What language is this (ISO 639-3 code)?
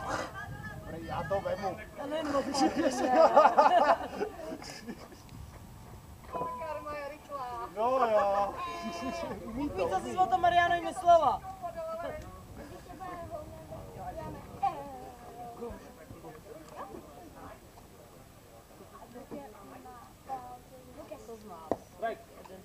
ces